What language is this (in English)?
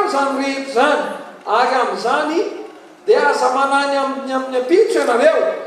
Malagasy